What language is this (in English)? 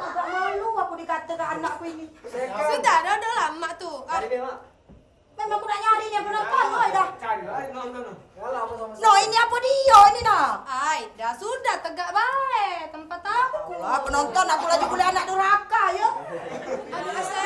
Musi